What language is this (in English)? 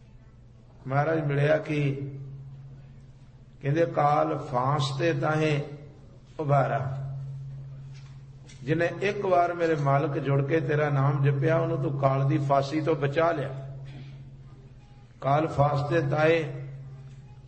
Punjabi